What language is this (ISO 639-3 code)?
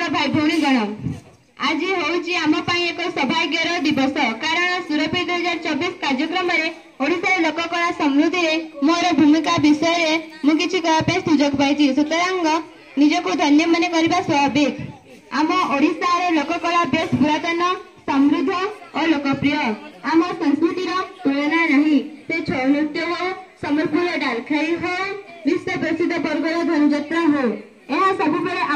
ori